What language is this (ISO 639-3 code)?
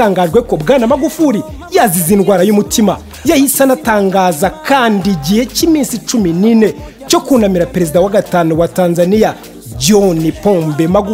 kin